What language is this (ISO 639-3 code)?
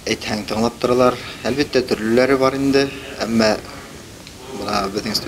bak